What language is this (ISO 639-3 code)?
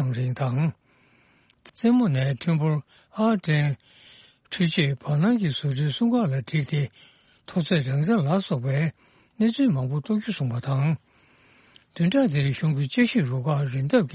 bod